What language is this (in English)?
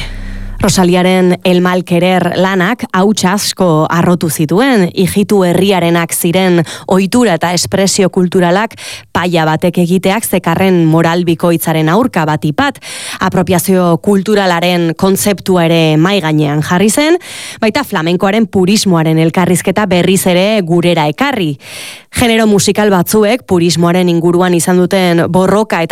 Basque